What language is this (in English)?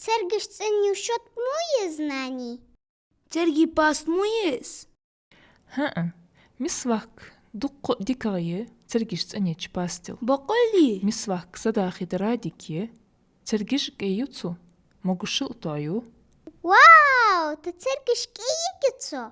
Ingush